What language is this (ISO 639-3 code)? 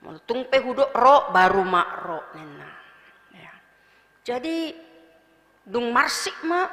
bbc